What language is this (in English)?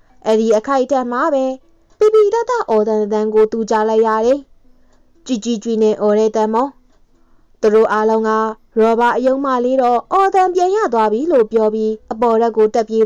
Burmese